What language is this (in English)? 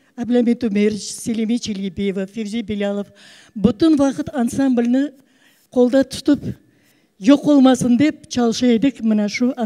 Crimean Tatar